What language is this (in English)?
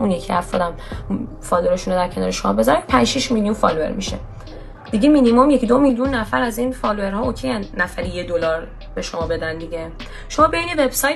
Persian